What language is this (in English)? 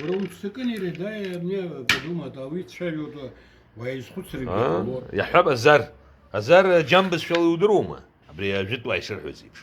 Abkhazian